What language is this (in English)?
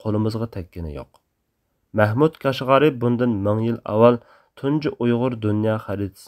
Uyghur